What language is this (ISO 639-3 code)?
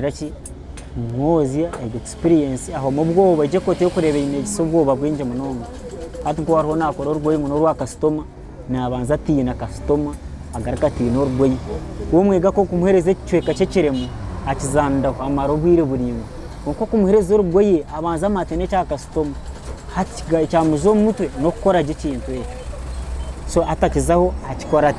nyn